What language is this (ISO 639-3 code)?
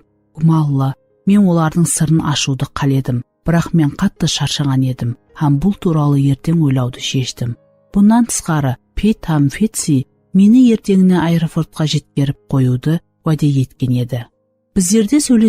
kaa